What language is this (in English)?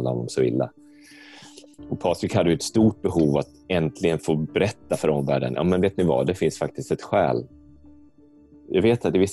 Swedish